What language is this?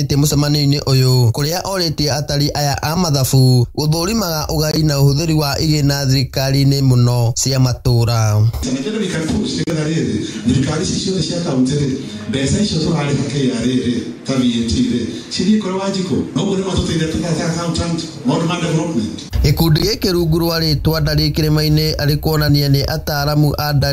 Kikuyu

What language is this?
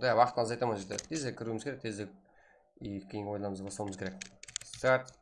Kara-Kalpak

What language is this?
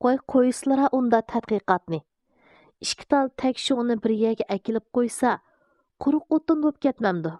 Uyghur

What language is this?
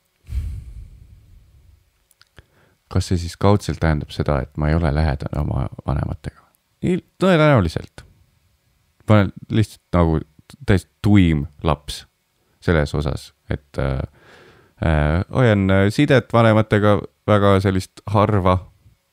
Estonian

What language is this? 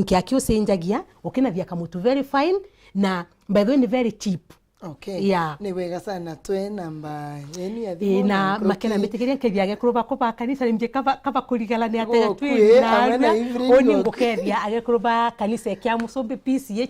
Meru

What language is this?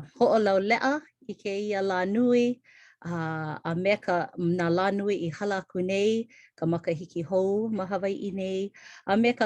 Hawaiian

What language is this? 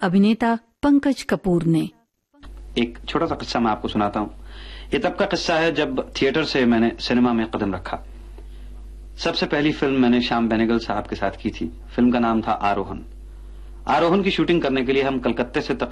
Hindi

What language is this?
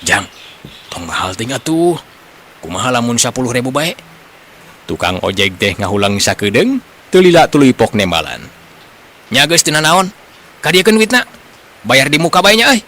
Sundanese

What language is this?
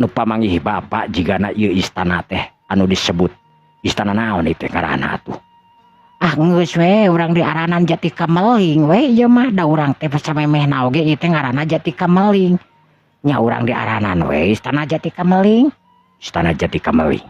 Sundanese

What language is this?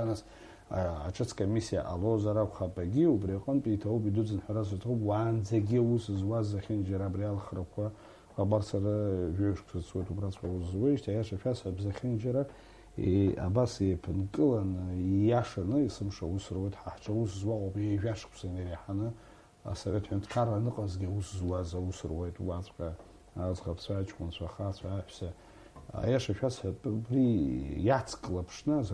Abkhazian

